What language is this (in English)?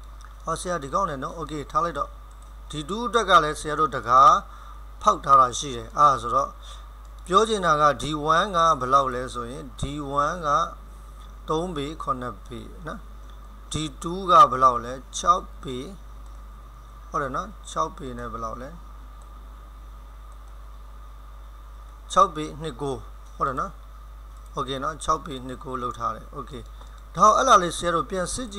Burmese